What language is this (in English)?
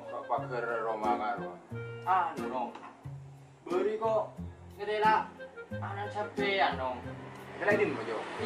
Madurese